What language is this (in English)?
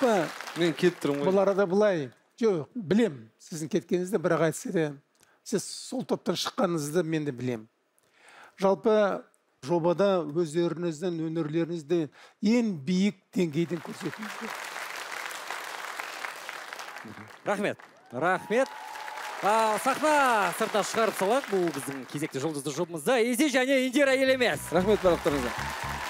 Kazakh